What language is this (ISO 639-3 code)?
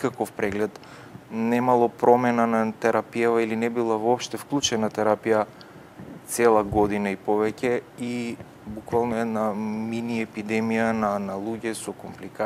mkd